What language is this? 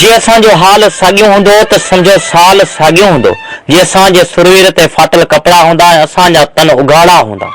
Sindhi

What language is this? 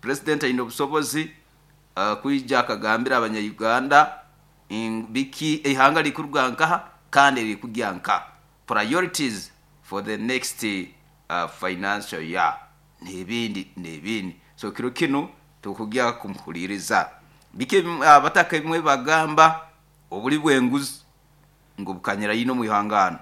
Nyoro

